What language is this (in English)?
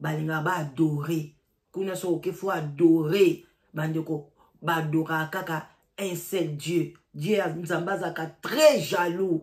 Lingala